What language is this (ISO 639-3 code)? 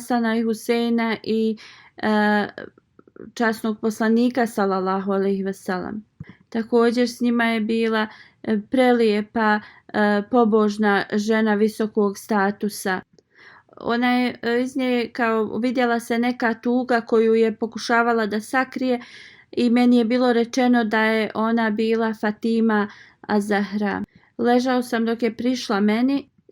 bos